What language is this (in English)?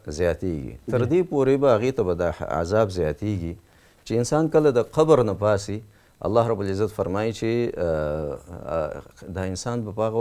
Pashto